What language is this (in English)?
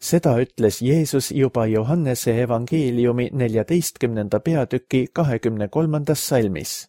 Estonian